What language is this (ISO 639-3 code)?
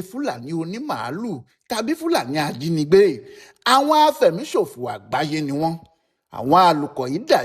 yor